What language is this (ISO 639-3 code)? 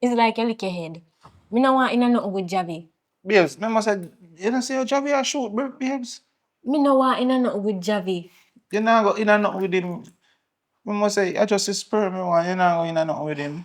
jam